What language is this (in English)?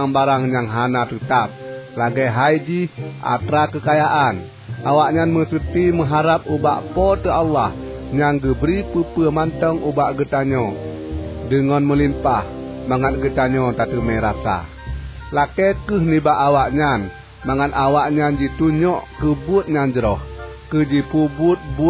Achinese